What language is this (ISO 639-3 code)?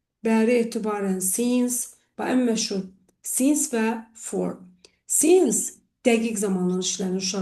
aze